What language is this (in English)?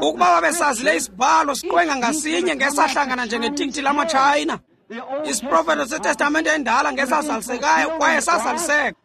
Xhosa